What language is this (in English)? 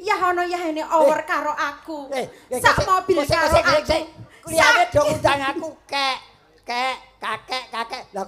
Javanese